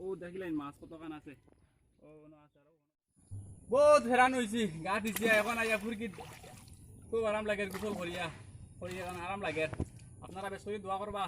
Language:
Sylheti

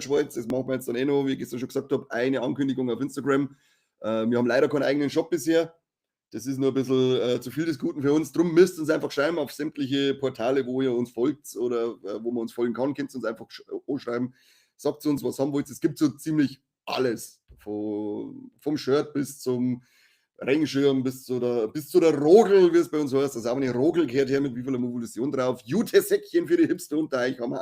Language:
Bavarian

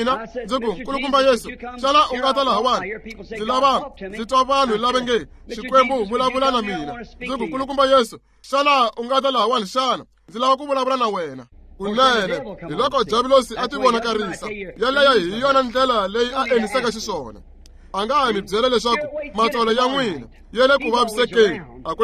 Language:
Tsonga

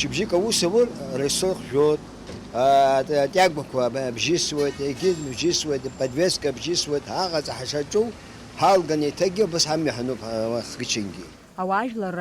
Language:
Abkhazian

